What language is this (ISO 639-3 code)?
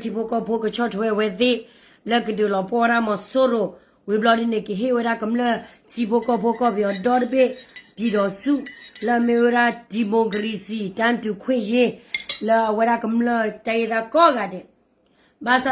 ksw